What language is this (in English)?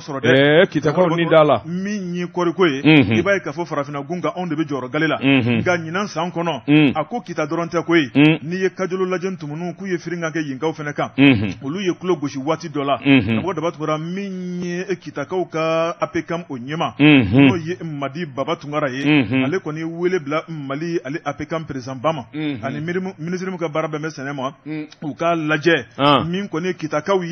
Bambara